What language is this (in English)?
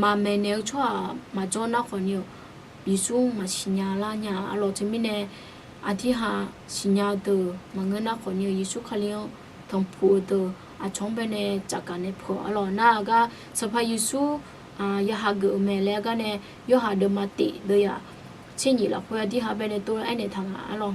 Akha